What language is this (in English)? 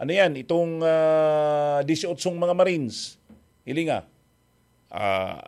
Bikol